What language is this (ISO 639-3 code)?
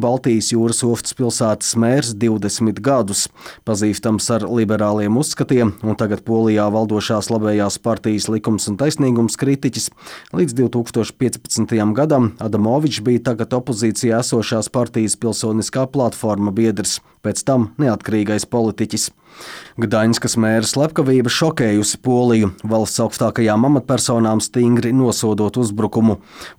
lav